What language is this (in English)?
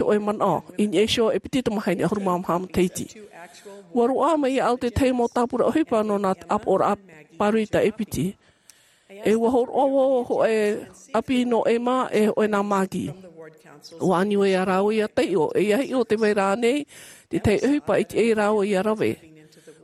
Tahitian